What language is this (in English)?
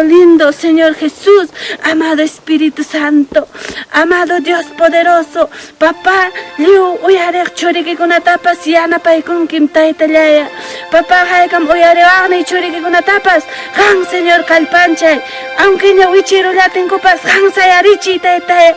Ayacucho Quechua